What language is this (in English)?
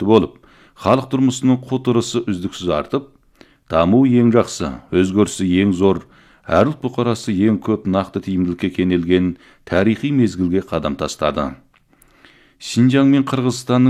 Kazakh